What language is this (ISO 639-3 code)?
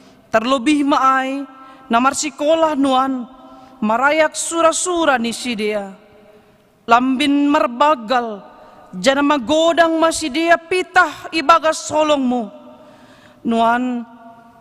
bts